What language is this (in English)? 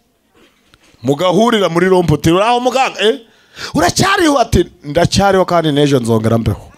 Kinyarwanda